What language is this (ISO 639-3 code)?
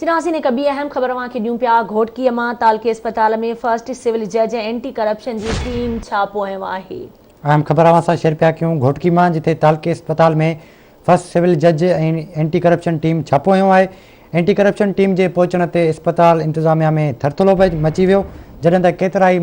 snd